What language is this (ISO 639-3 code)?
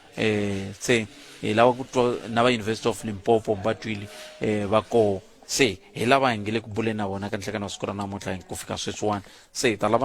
tso